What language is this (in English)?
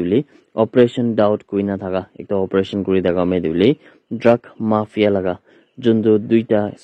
Naga Pidgin